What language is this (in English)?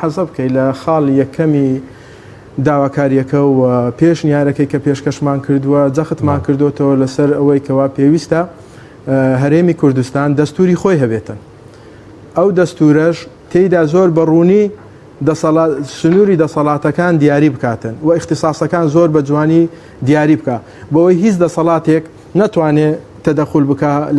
Central Kurdish